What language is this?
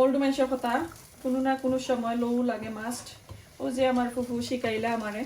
Sylheti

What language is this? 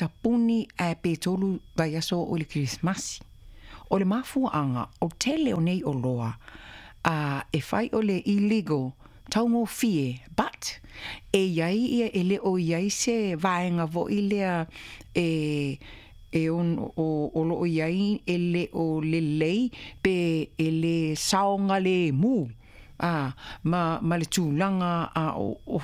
Samoan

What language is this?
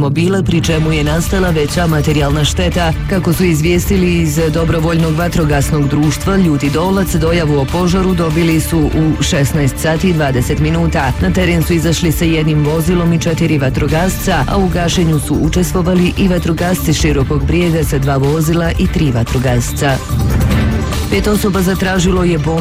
Bosnian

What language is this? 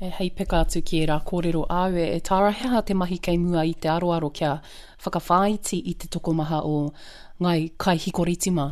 Māori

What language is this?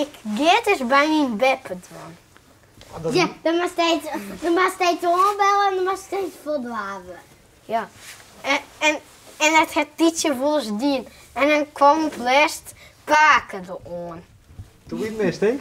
Western Frisian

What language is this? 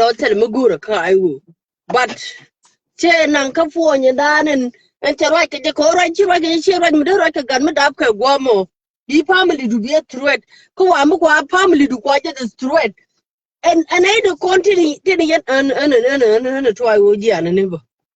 Nuer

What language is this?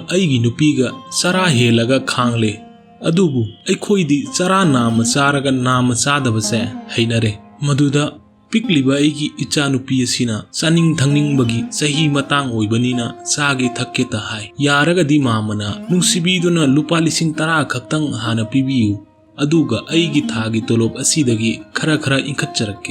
Manipuri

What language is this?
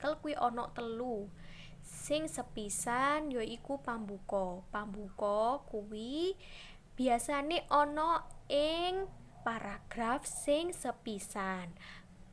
Javanese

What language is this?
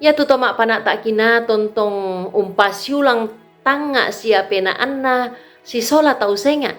Toraja-Sa'dan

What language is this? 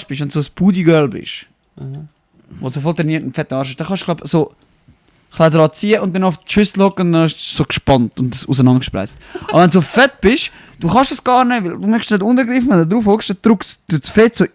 Swiss German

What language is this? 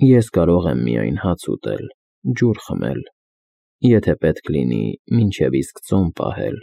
Armenian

